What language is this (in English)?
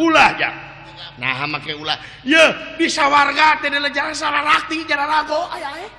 Sundanese